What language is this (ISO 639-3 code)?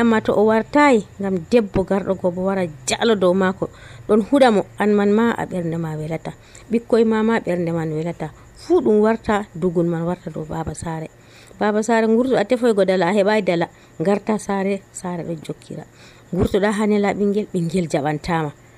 fuv